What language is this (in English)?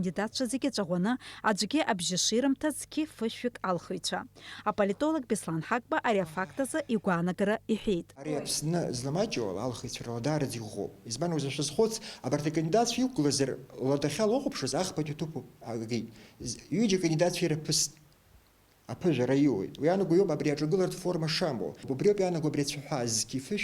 Abkhazian